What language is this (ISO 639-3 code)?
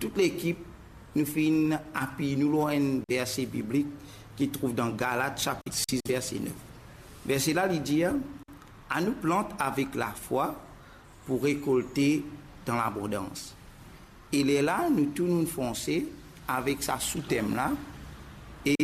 mfe